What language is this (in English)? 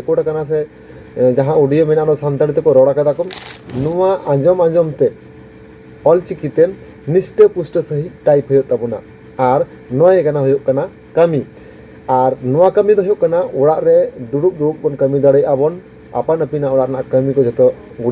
Santali